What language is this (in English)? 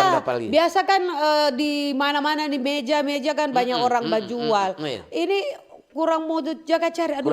Manado Malay